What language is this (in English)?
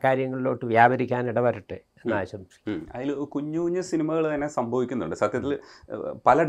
Malayalam